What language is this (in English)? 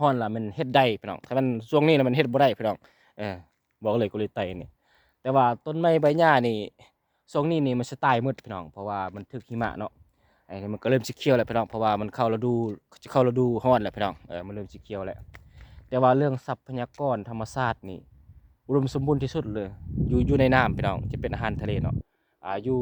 Lao